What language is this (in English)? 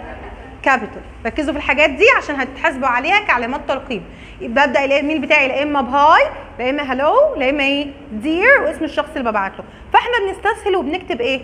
Egyptian Arabic